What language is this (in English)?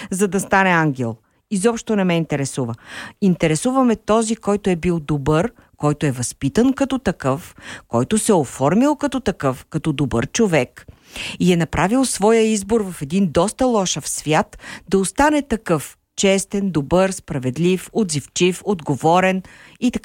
Bulgarian